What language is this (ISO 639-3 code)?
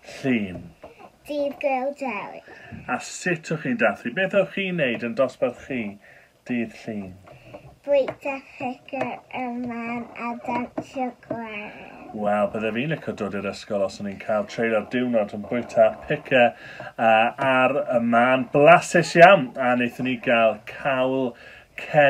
cym